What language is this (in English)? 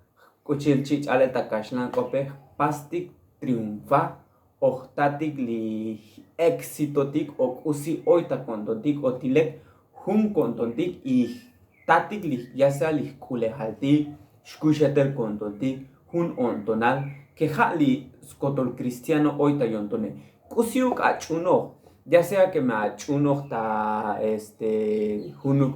Tzotzil